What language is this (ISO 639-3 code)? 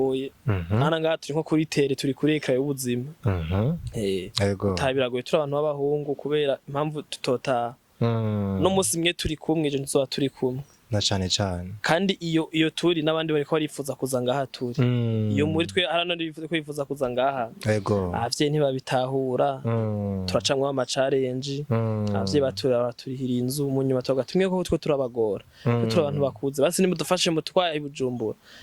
run